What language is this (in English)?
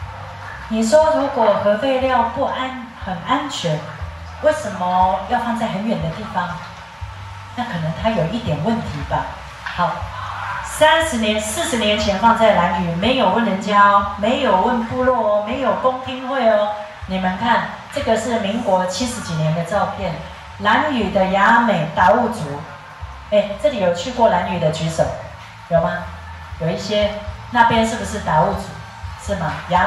Chinese